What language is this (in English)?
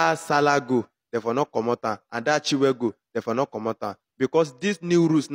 Nigerian Pidgin